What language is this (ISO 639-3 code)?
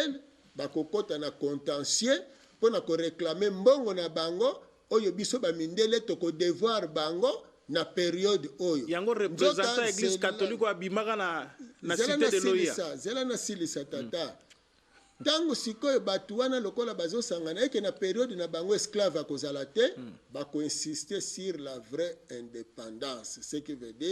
lin